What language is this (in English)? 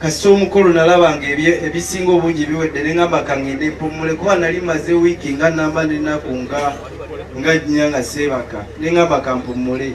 Ganda